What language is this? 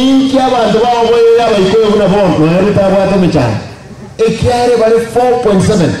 Gusii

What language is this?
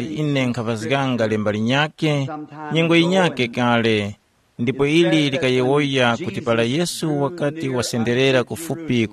Tumbuka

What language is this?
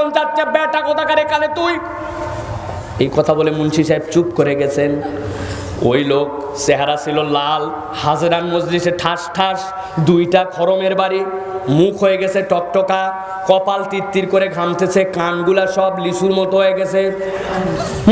Bangla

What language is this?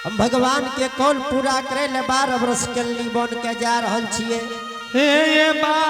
Angika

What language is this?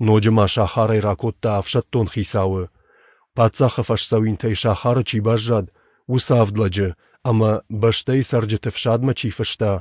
Ossetic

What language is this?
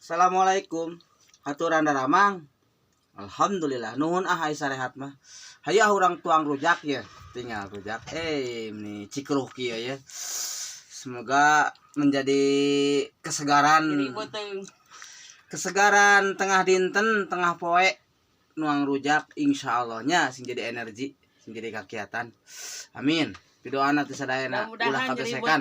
Sundanese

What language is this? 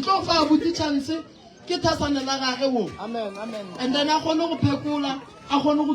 Northern Sotho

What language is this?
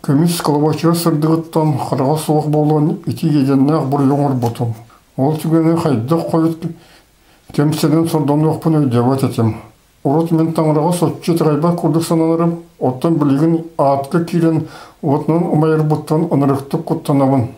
Yakut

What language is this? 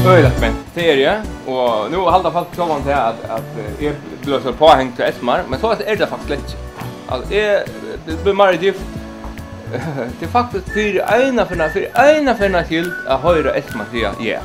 Faroese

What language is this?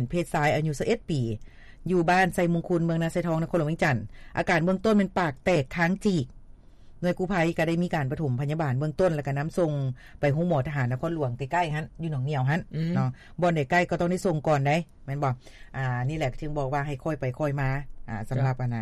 Lao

